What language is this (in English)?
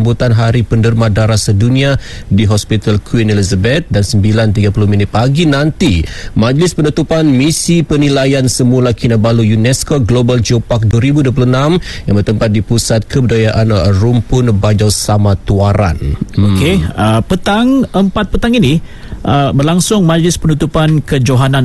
Malay